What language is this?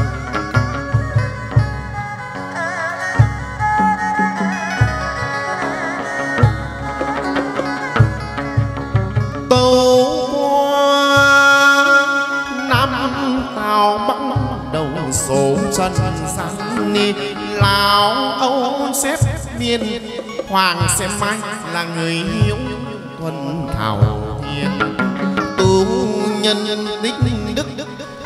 Vietnamese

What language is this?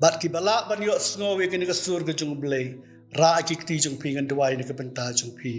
Khasi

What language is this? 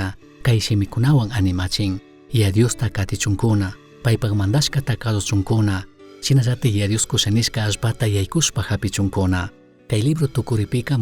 Chimborazo Highland Quichua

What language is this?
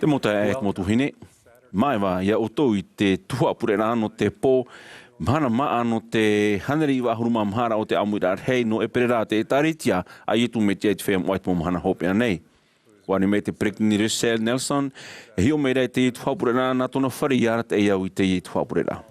Tahitian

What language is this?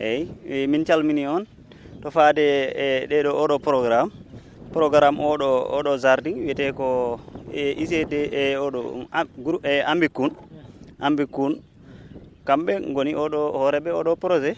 Fula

